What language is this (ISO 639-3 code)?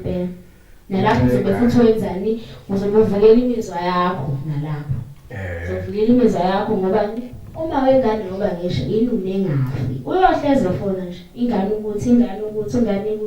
zul